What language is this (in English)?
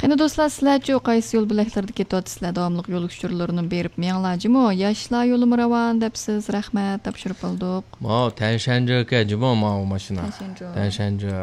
Uyghur